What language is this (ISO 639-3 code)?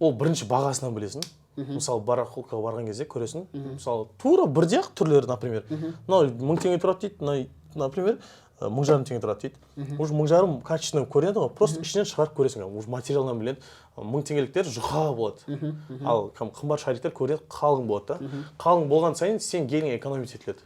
kaz